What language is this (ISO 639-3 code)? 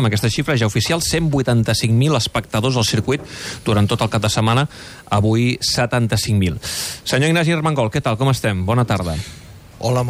cat